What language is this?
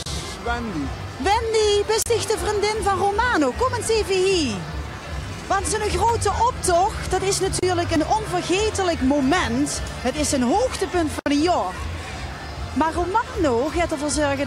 Limburgish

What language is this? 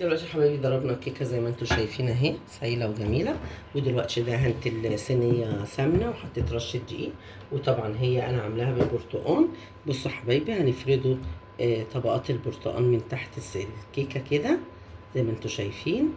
Egyptian Arabic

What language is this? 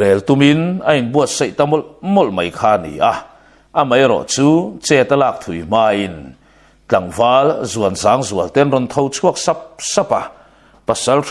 Mizo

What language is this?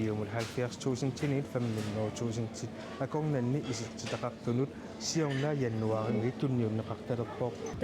Kalaallisut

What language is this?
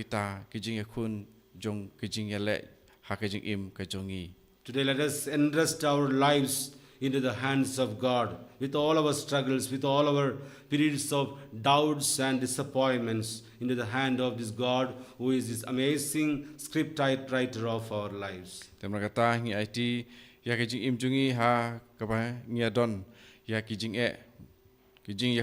Khasi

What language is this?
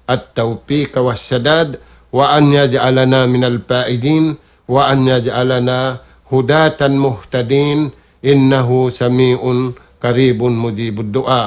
Tausug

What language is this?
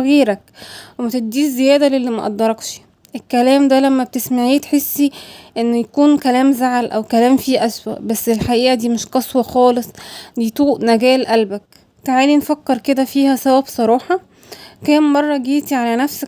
Egyptian Arabic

